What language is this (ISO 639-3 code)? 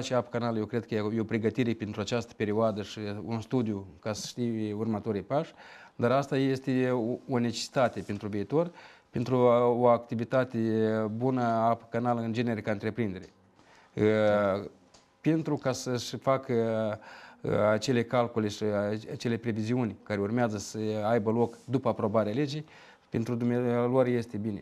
ron